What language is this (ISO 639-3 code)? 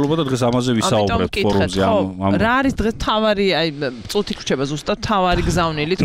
kat